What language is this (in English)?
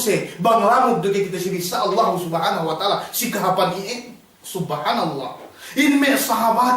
Yakan